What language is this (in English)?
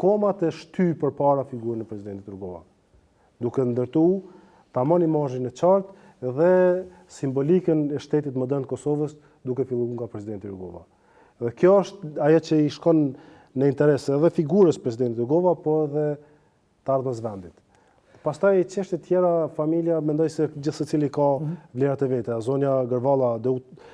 Albanian